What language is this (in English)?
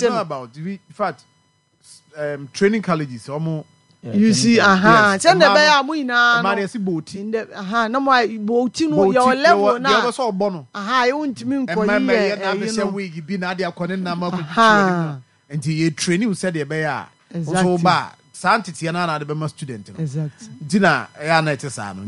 Akan